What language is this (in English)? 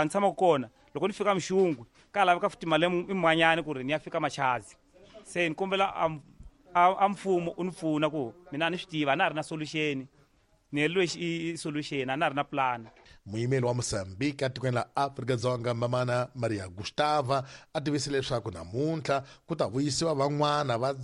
Tsonga